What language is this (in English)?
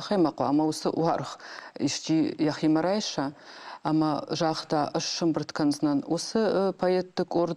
Ossetic